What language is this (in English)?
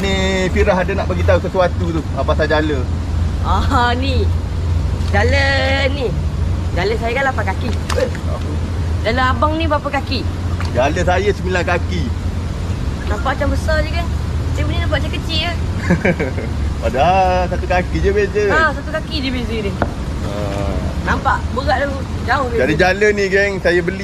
Malay